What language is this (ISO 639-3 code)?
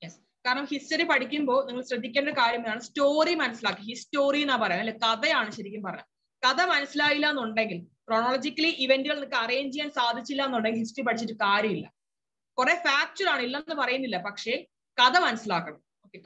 mal